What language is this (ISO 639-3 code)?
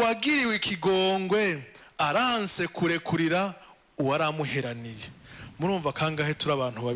run